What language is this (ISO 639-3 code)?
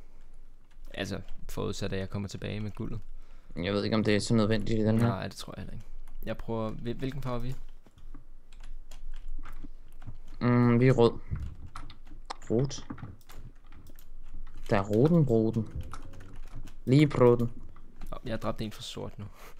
dan